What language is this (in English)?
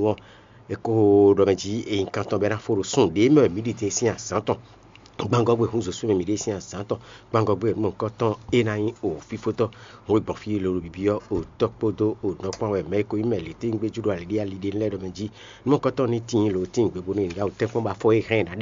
Fon